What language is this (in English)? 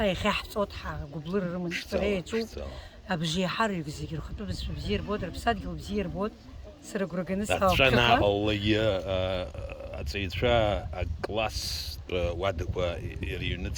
Abkhazian